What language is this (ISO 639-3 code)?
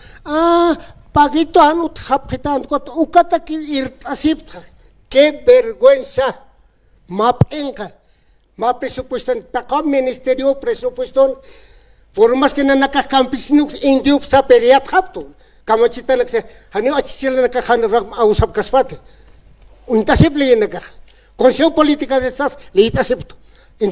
aym